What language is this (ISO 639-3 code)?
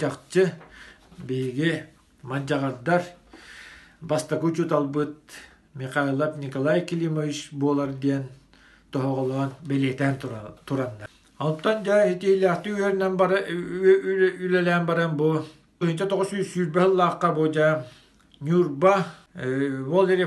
sah